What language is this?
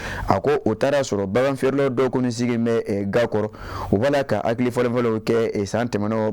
Bambara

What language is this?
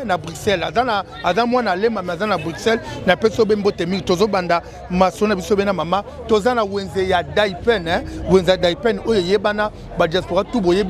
Lingala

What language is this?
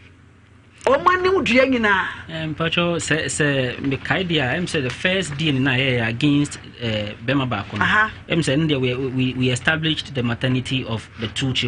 Akan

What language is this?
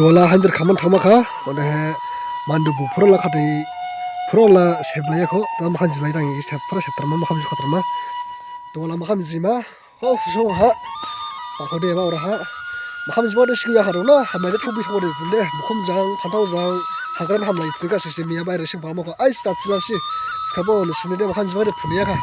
Dimasa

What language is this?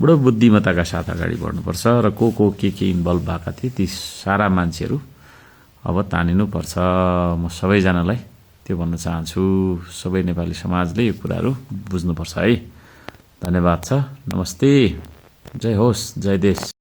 Nepali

